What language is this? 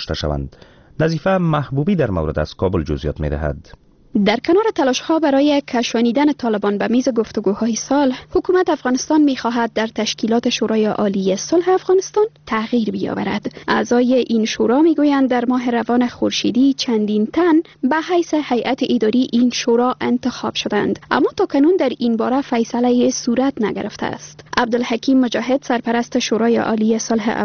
Persian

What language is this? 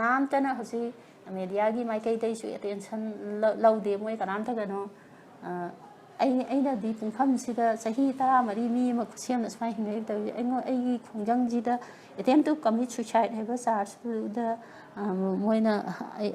Manipuri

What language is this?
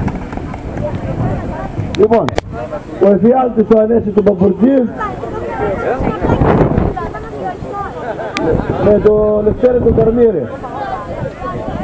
Greek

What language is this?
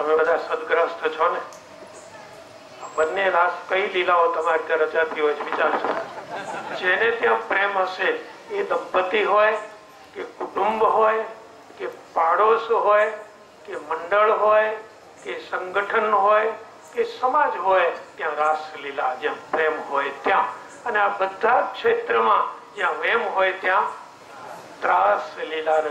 Gujarati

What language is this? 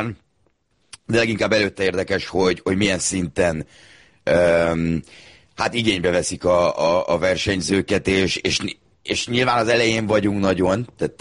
Hungarian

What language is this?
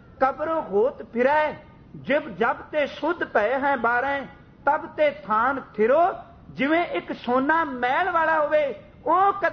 Punjabi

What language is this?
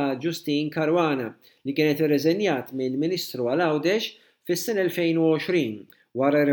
Maltese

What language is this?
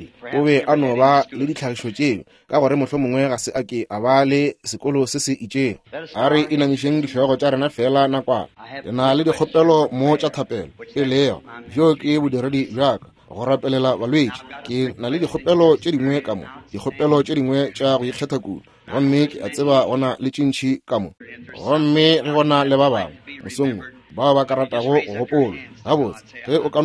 Northern Sotho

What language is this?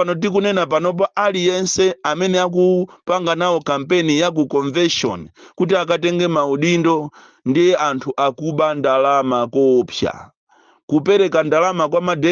Nyanja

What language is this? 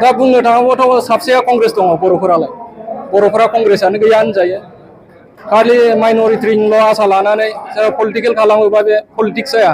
Bodo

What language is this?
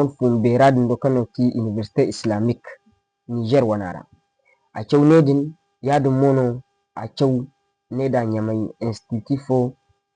Zarma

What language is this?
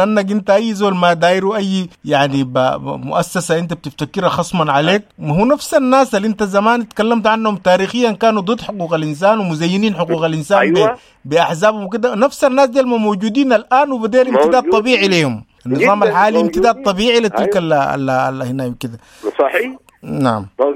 Sudanese Arabic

